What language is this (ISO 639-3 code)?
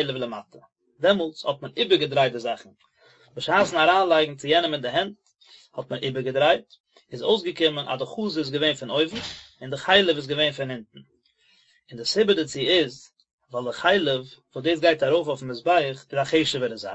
yid